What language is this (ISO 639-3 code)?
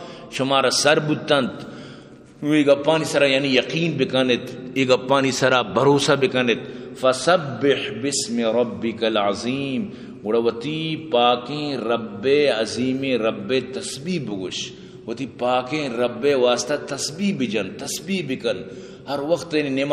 bgp